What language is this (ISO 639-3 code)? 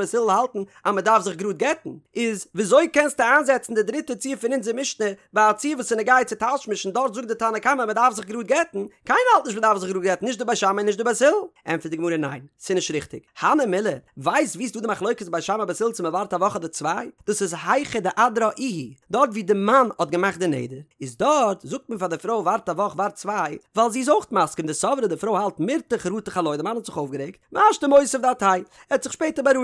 yid